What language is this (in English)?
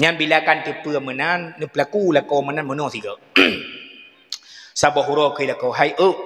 Achinese